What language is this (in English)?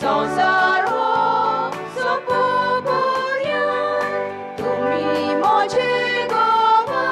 Konkani